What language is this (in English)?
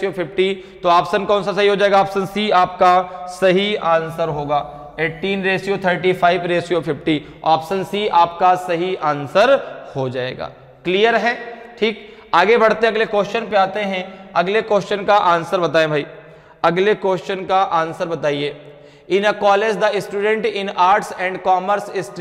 Hindi